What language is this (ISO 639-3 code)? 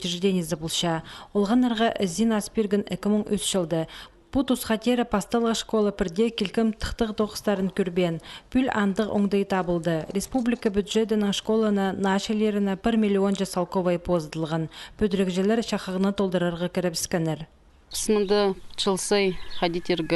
kjh